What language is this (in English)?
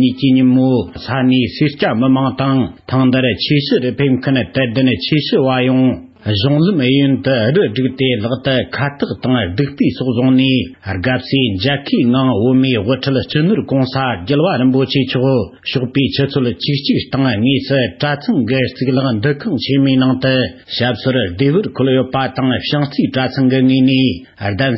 Tibetan